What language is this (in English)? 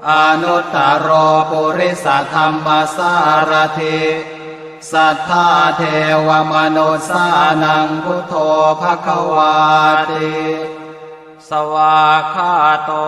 Pali